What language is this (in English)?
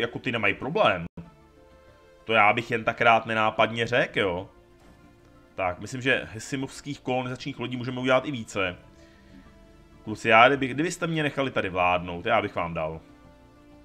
Czech